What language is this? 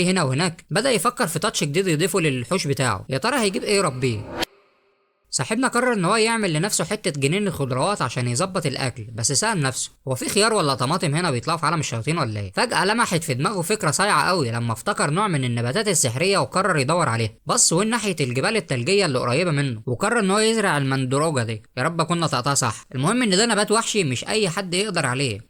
Egyptian Arabic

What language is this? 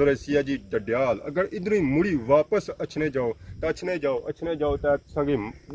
Pahari-Potwari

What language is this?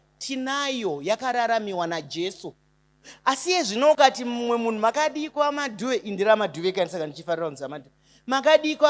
Shona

